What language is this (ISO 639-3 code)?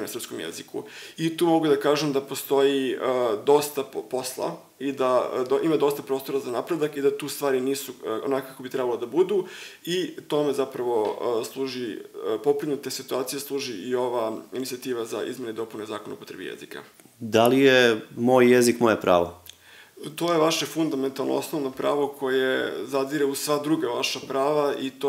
srp